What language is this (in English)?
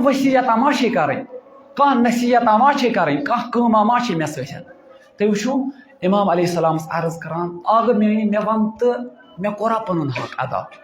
Kashmiri